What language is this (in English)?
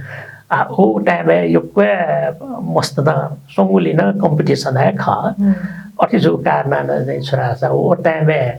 Newari